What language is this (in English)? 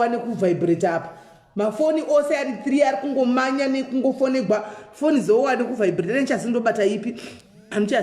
Shona